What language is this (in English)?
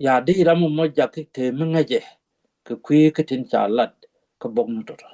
Nuer